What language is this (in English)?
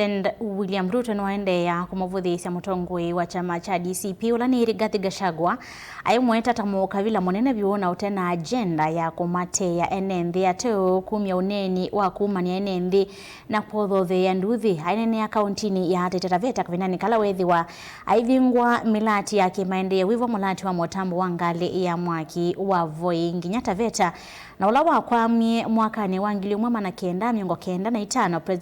Kamba